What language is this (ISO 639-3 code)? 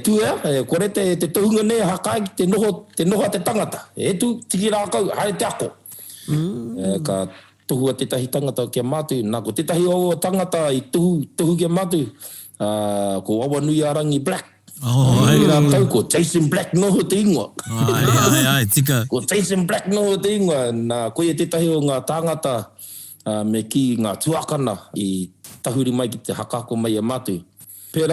mri